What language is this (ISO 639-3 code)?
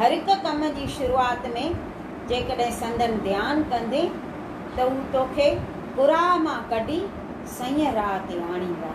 snd